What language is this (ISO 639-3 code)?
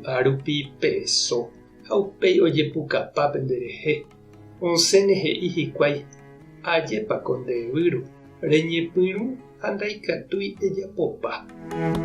grn